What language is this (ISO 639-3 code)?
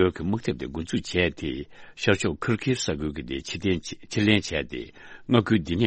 bod